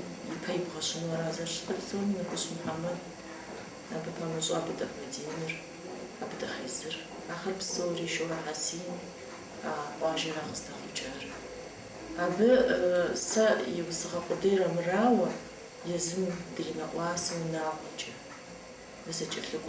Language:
Kabardian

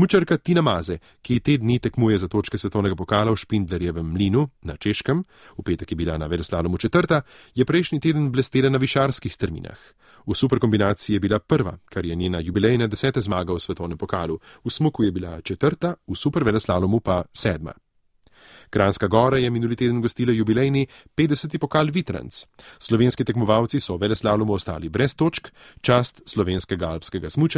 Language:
Slovenian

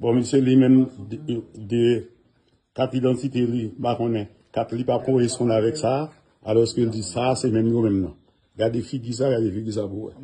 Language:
Haitian Creole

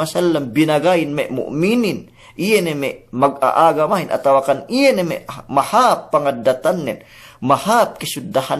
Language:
Yakan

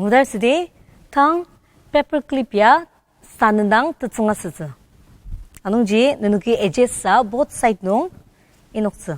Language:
Ao Naga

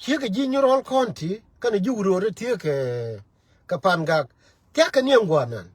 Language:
Nuer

